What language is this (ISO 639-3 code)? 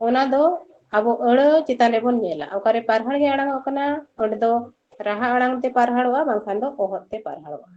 sat